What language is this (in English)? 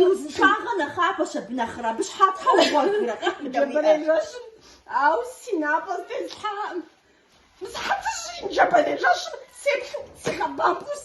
Kabardian